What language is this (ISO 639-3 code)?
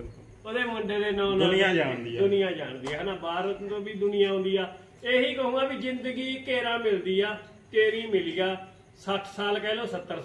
pan